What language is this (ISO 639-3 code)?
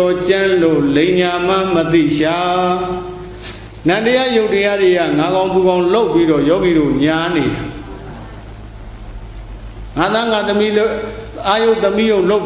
mya